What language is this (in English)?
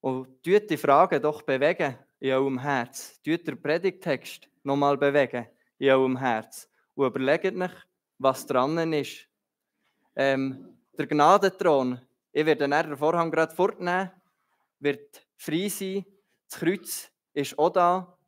Swiss German